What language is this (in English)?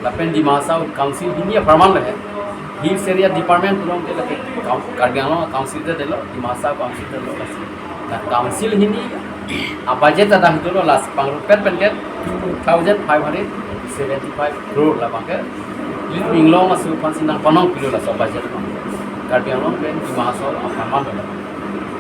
Karbi